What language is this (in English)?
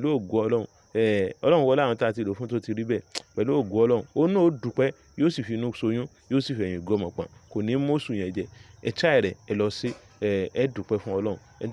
Yoruba